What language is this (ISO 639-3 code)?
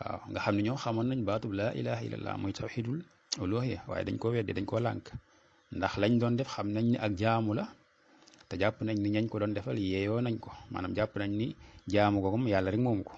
wol